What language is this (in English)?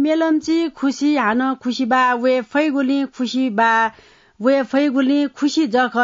Newari